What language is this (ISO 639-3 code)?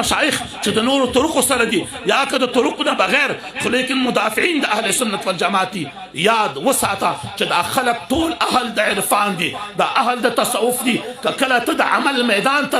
pus